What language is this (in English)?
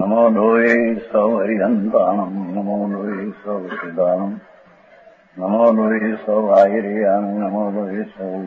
Gujarati